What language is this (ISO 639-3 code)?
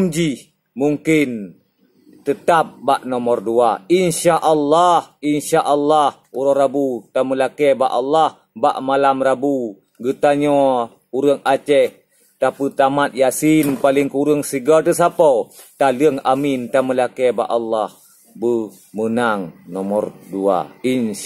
ace